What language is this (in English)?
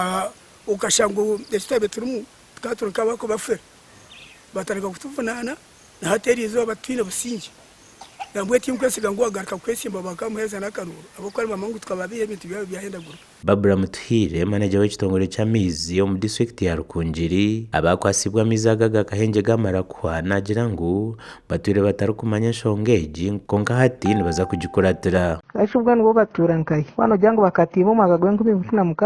Nyankole